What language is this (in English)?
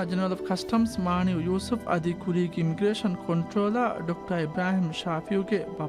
Divehi